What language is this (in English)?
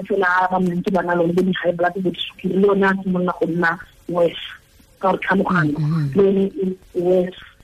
Tswana